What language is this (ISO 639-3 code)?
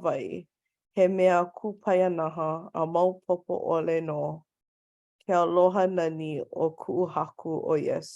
haw